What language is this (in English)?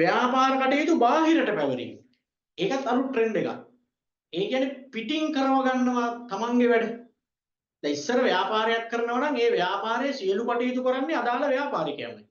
Sinhala